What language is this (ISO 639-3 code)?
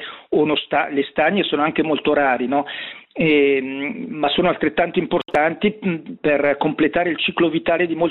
ita